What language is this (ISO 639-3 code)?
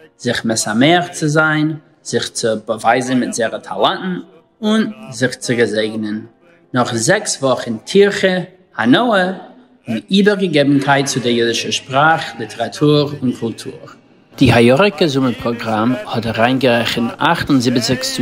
yid